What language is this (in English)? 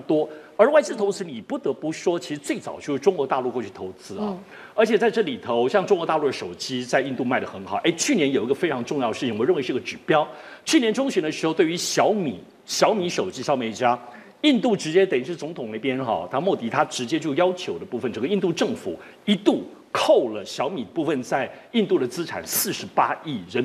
Chinese